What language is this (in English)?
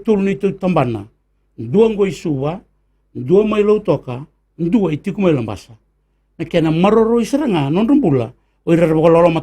Fijian